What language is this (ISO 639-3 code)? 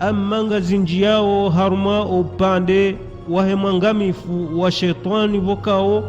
zdj